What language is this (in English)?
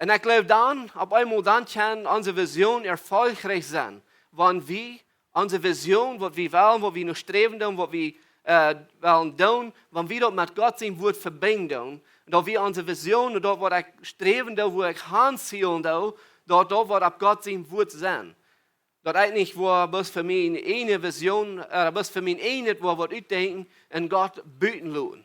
Plautdietsch